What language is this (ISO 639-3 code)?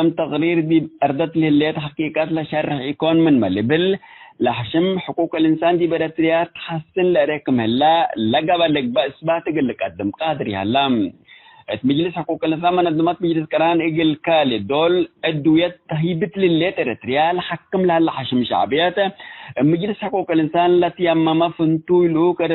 tig